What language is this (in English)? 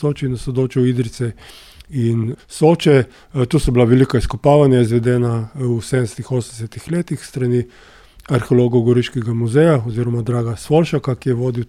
Slovenian